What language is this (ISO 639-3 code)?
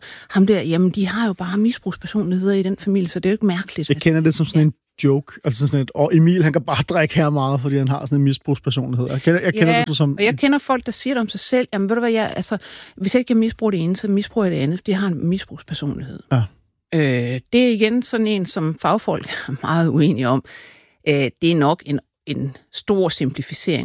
dan